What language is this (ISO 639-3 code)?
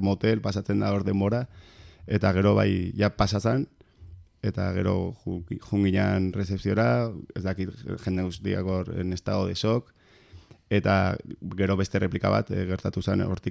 eus